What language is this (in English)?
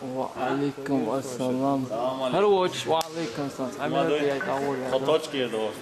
Chechen